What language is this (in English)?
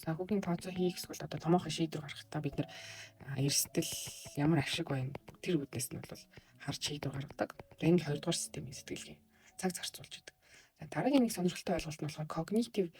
Mongolian